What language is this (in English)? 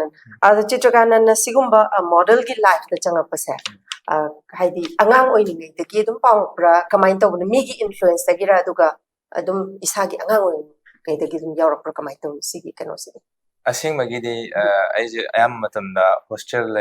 Manipuri